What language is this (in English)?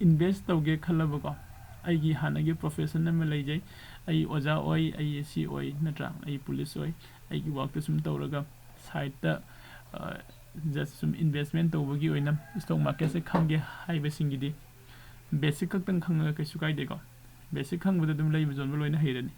Manipuri